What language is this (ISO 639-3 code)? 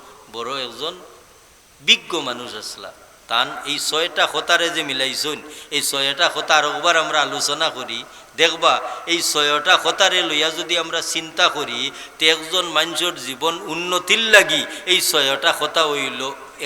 syl